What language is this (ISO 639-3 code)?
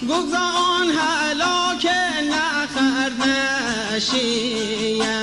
mzn